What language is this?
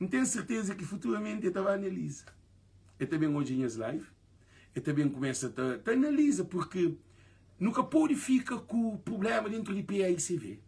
Kabuverdianu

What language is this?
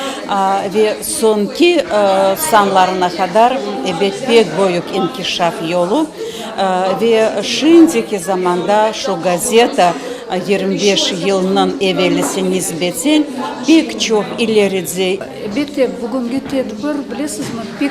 Crimean Tatar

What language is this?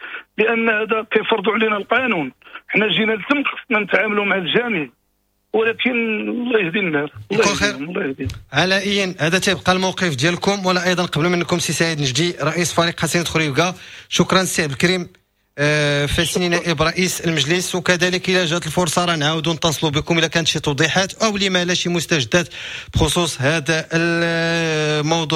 Moroccan Arabic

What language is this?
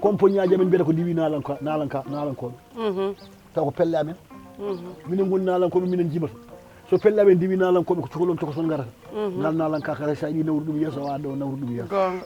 Fula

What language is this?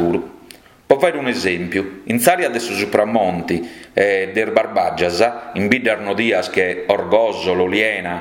Sardinian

